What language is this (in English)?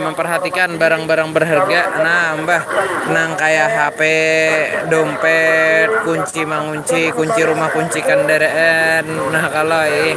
Banjar